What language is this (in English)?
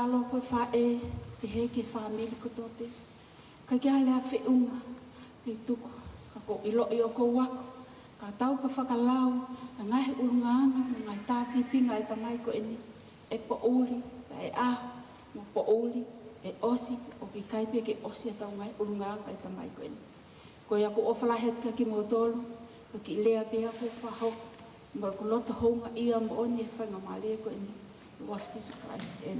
Tongan